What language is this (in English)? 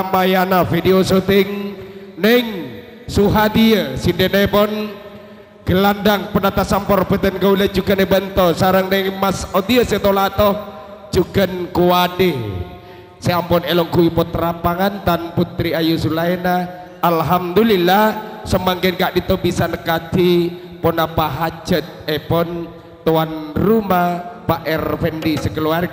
Madurese